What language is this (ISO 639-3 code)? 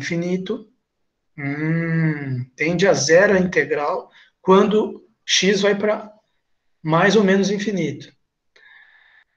por